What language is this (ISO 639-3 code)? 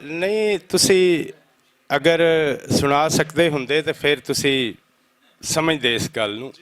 lah